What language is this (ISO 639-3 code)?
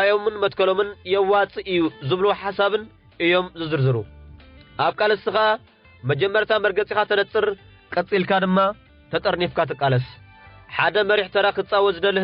tir